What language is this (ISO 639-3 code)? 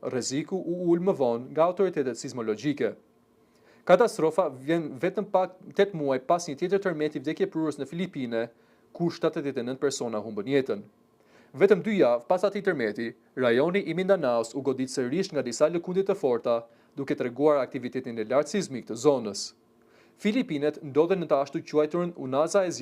sqi